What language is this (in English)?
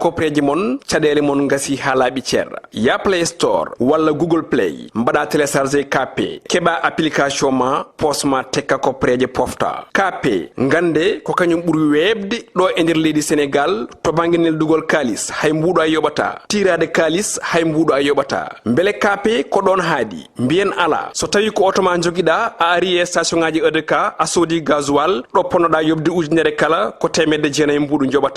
Fula